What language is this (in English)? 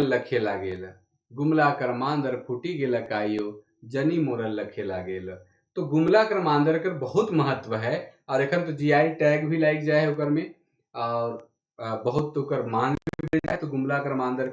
Sadri